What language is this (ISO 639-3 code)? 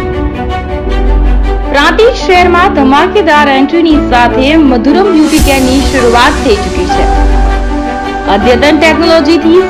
guj